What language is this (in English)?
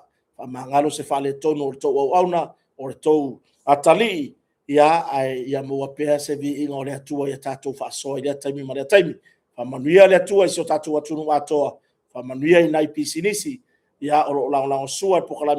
Samoan